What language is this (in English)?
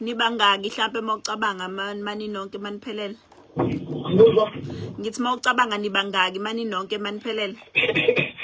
Zulu